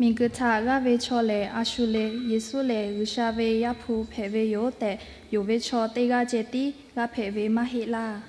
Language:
Lahu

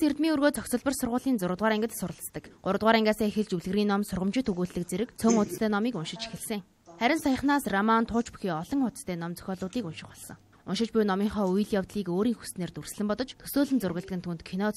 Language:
Mongolian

